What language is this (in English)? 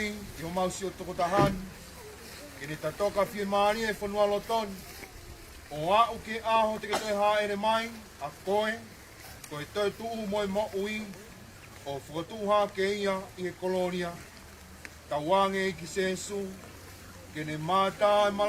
Tongan